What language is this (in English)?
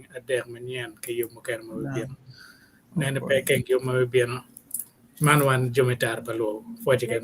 Acoli